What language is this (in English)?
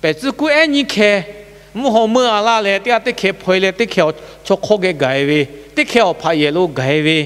Lahu